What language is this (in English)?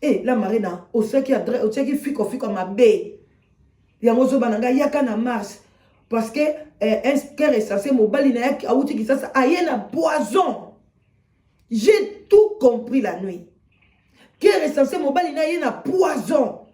Lingala